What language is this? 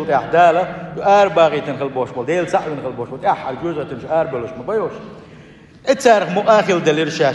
Chechen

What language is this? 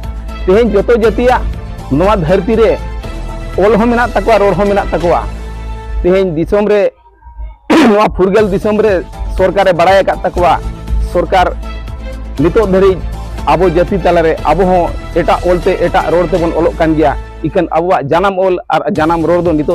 Santali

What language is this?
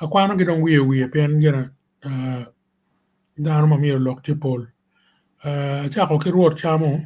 Acoli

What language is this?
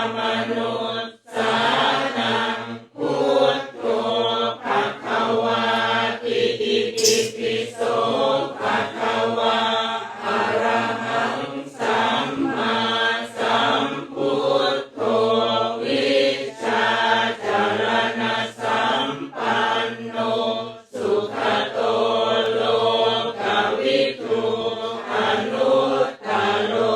Pali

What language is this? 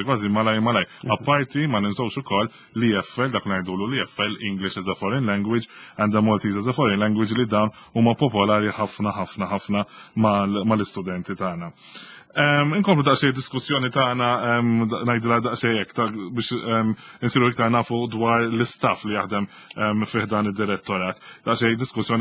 Maltese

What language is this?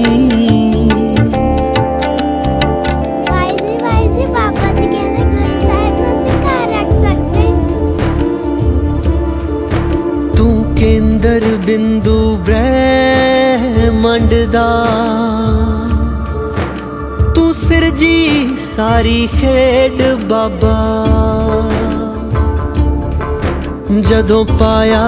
Punjabi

